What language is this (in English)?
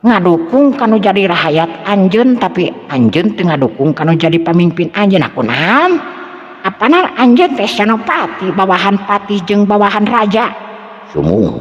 Sundanese